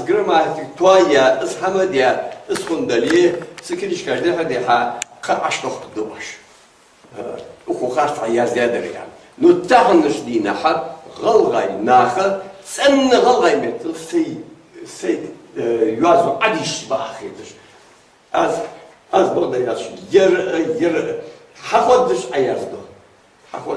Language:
Ingush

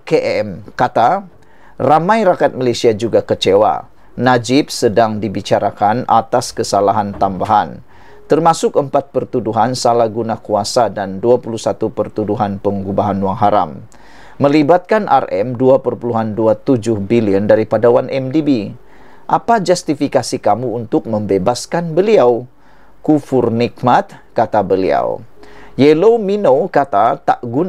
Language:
Malay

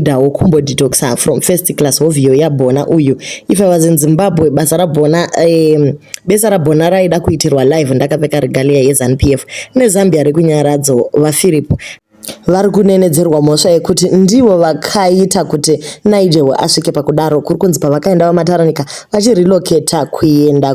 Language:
Shona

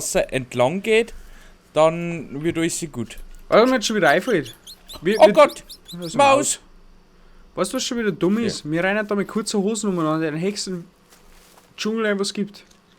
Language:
Bavarian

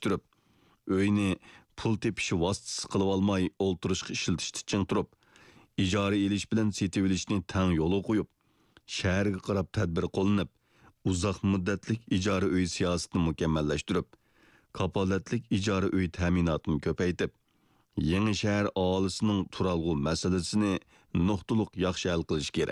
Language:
Uyghur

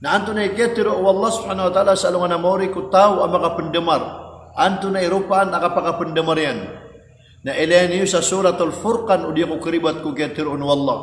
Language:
Maranao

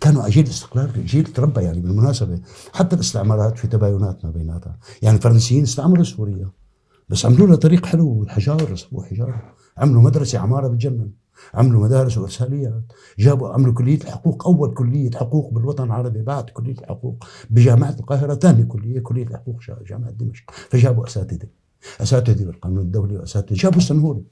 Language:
North Levantine Arabic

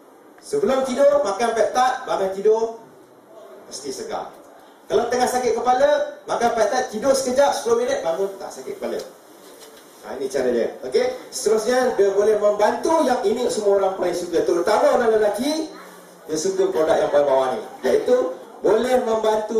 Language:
Malay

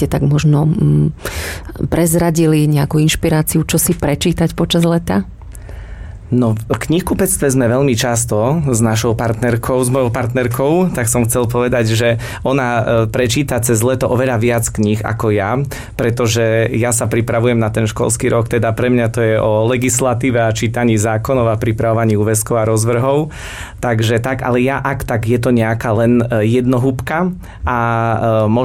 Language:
Slovak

